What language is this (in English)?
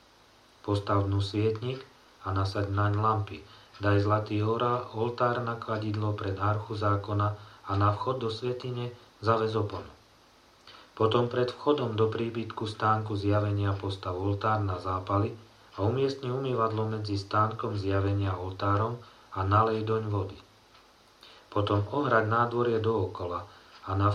Slovak